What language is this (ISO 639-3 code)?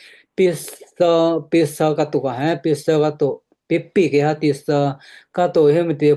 kyu